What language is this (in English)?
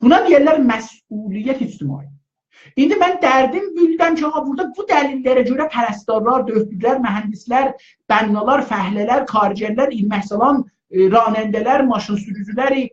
South Azerbaijani